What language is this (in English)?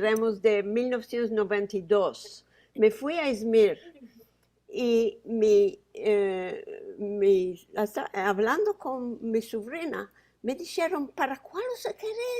Ladino